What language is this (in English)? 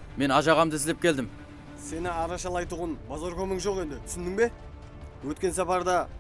Kara-Kalpak